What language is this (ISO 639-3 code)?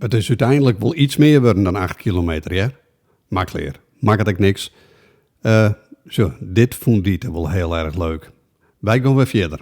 fry